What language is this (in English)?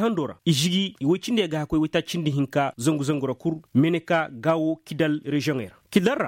Koyraboro Senni